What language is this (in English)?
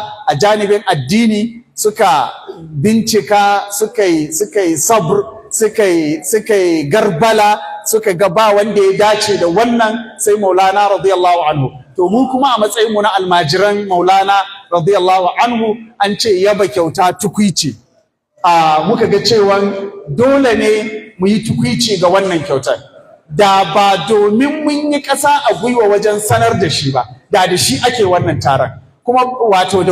Hausa